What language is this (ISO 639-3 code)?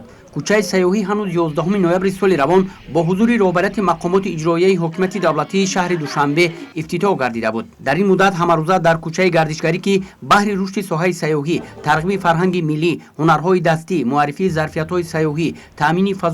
tgk